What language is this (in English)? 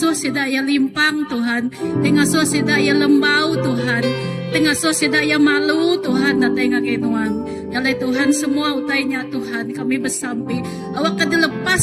Iban